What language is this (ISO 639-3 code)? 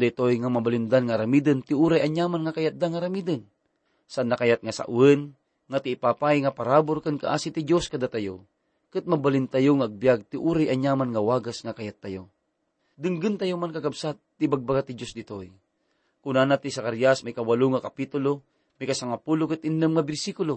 ilo